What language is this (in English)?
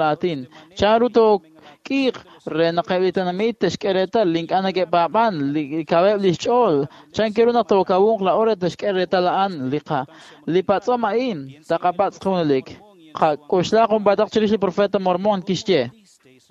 Kekchí